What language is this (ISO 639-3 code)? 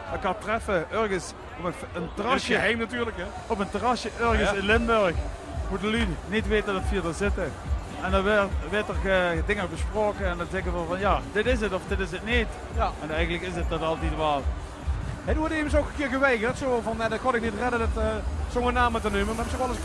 lim